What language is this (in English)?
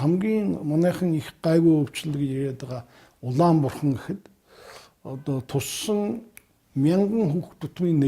Mongolian